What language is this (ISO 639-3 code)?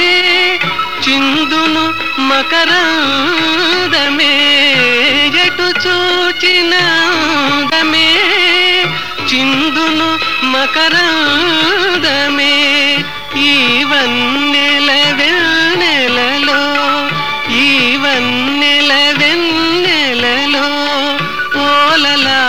tel